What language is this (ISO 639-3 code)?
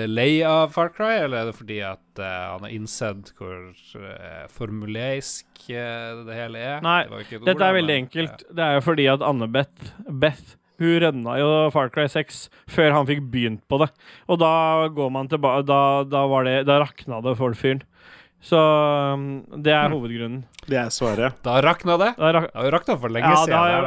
nor